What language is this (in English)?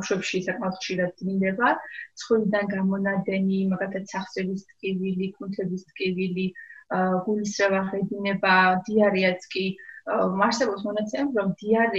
Georgian